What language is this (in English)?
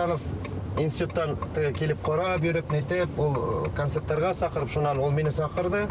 Bashkir